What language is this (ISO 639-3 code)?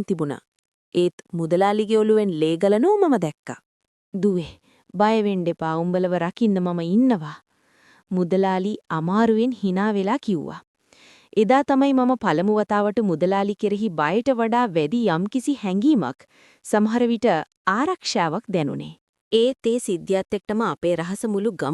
sin